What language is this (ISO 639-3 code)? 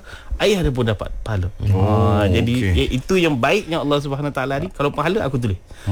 msa